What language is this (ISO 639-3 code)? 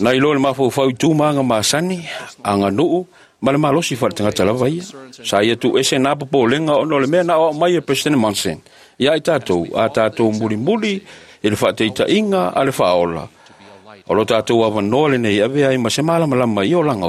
smo